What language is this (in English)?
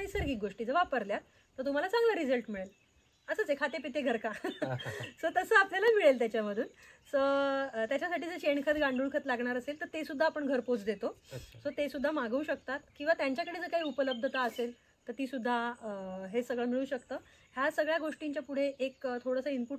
Marathi